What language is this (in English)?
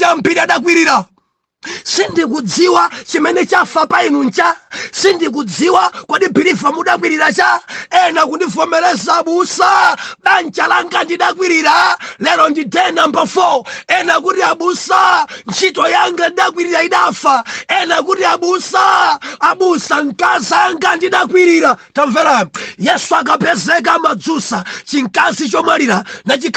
Nyanja